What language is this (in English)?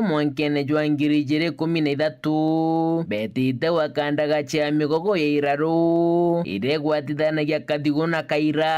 Meru